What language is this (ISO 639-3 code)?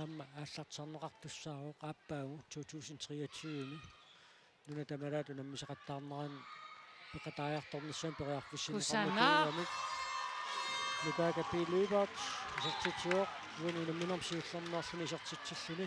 kal